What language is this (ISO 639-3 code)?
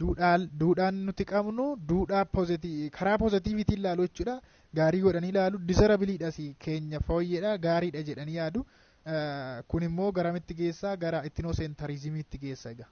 orm